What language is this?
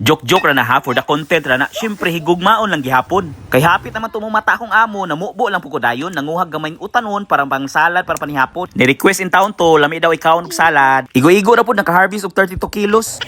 Cebuano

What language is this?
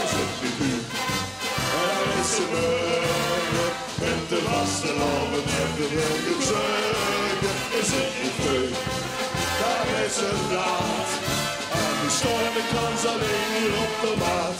Limburgish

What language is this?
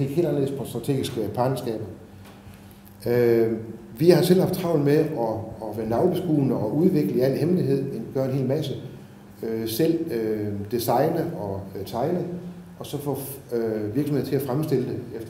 Danish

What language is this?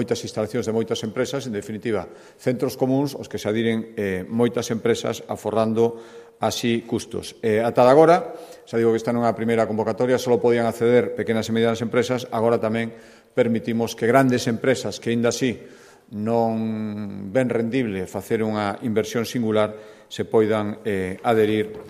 Galician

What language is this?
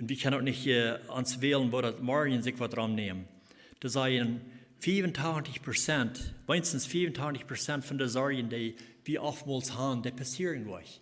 Plautdietsch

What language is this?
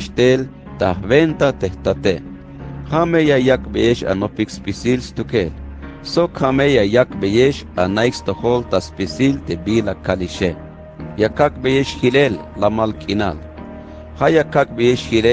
Tzeltal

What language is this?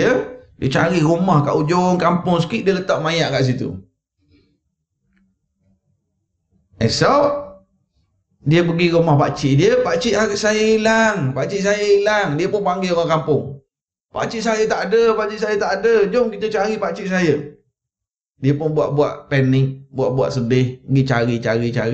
Malay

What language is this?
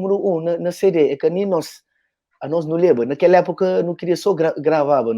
Kabuverdianu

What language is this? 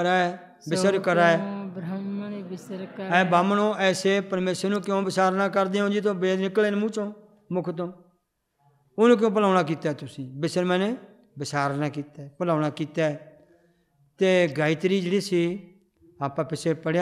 Punjabi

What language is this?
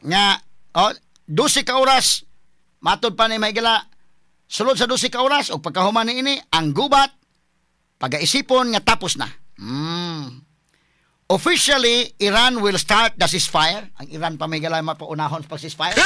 Cebuano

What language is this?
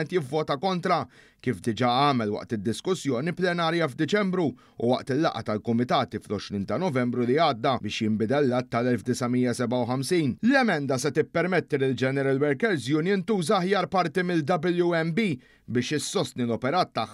Maltese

